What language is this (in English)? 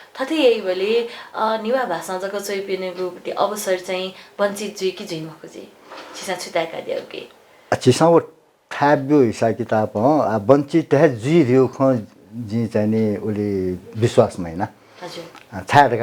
Newari